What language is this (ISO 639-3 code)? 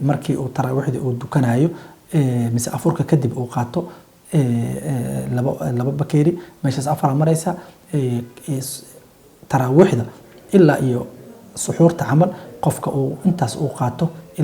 som